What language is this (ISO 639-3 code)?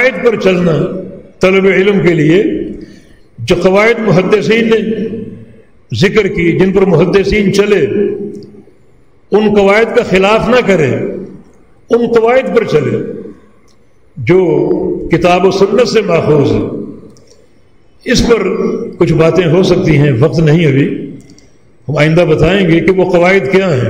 urd